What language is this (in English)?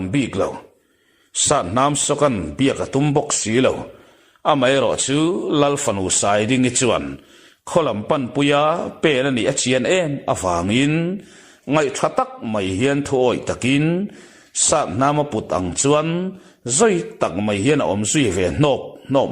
Mizo